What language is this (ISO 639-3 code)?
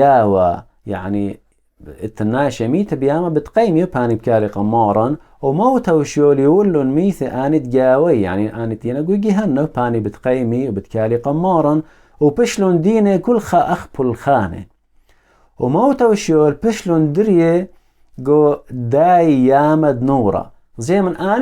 aii